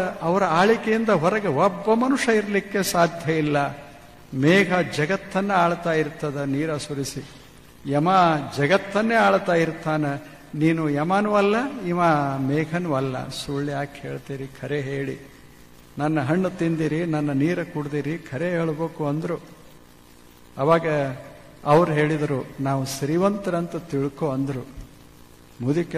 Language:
Kannada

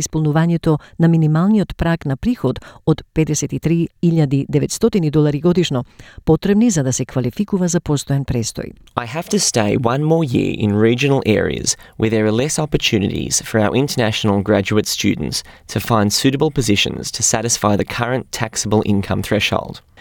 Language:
Macedonian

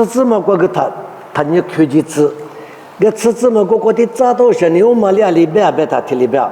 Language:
Lisu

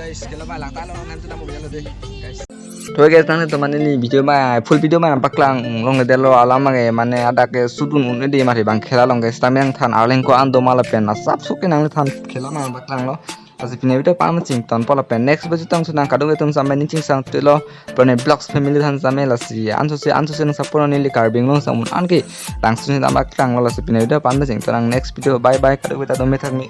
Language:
Karbi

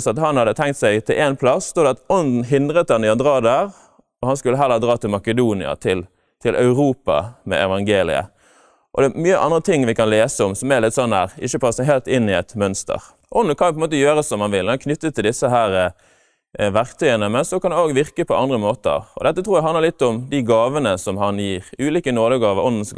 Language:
Norwegian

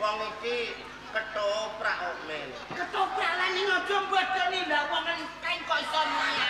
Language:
Javanese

